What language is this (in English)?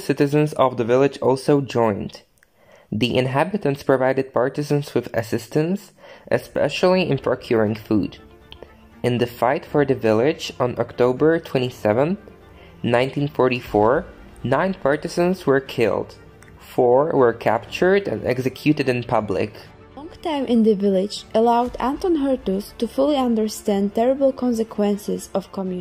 Slovak